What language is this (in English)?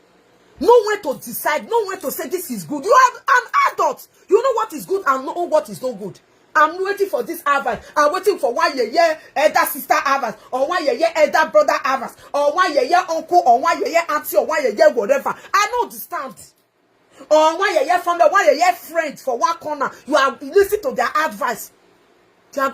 Nigerian Pidgin